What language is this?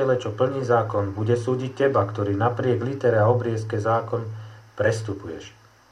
Slovak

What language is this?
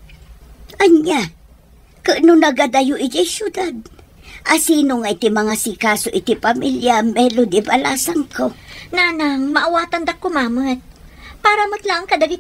Iloko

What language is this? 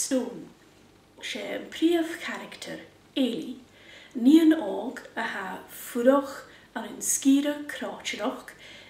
Scottish Gaelic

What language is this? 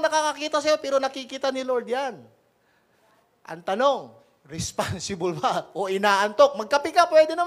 Filipino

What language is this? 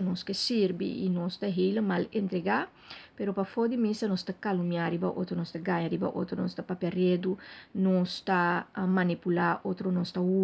Papiamento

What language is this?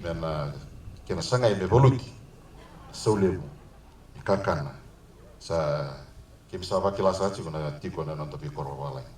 Fijian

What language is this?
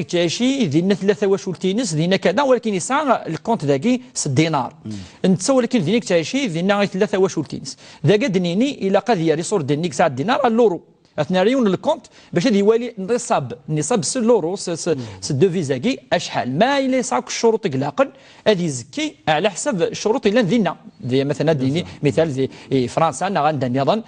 Kabyle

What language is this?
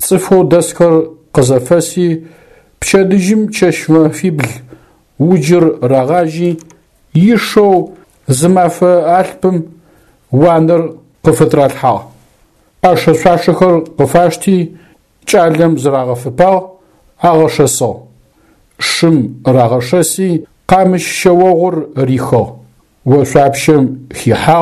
Adyghe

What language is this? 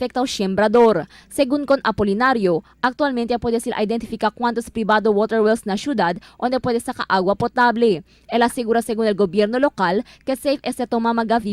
Chavacano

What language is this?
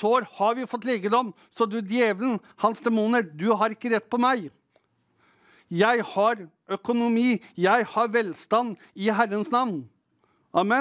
Norwegian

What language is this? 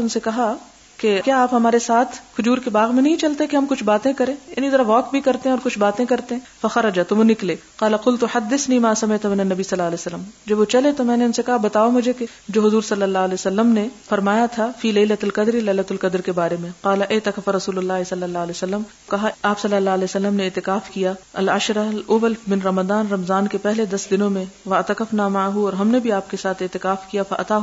Urdu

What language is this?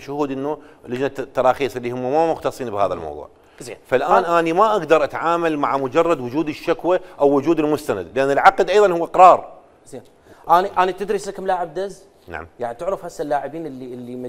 Mesopotamian Arabic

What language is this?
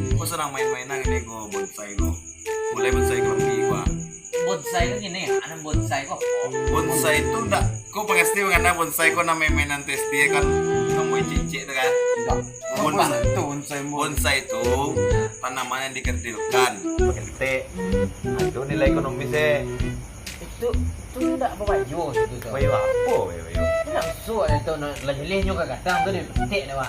Minangkabau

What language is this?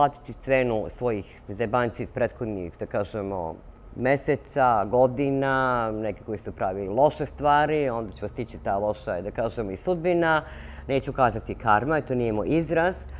Serbian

